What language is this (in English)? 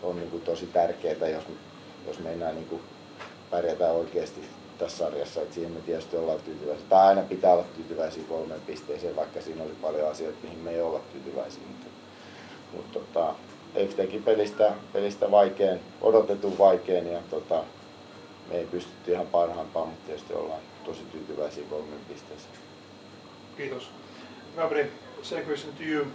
Finnish